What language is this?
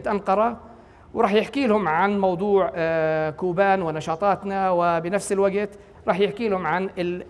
North Levantine Arabic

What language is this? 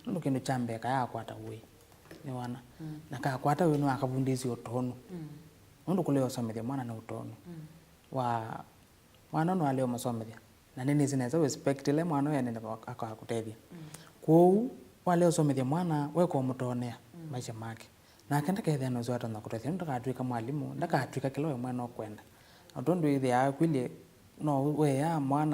Kamba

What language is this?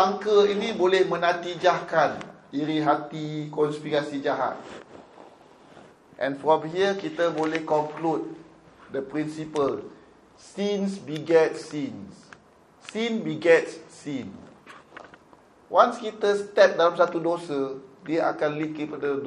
Malay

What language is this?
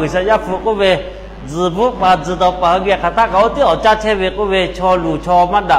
Lahu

